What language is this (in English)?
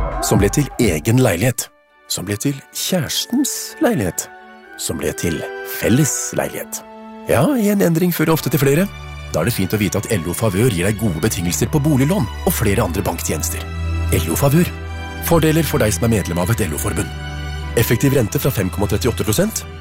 Norwegian